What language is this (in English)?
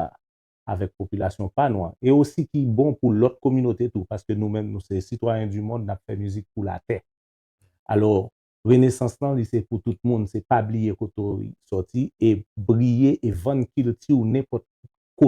Haitian Creole